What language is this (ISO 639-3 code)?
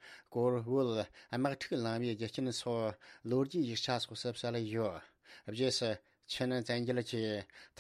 bod